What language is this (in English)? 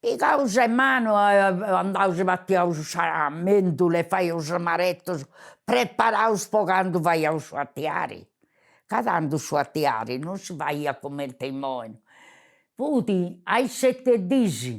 Sardinian